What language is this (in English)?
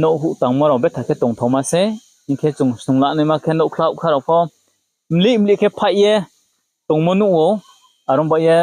Riang (India)